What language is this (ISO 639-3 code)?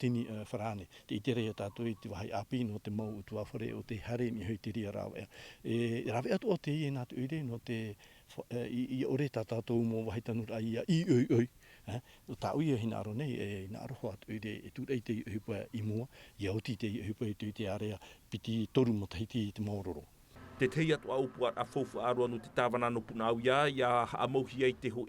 tah